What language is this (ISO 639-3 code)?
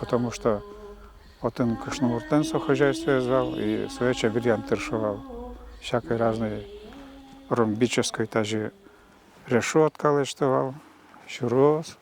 udm